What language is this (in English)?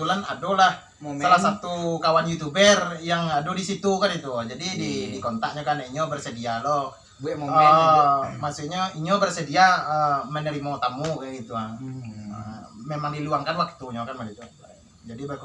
Minangkabau